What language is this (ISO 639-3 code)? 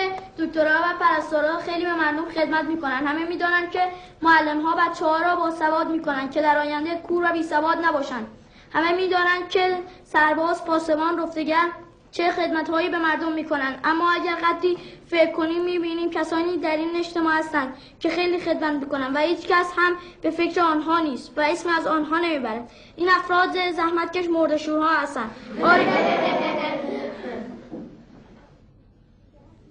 fas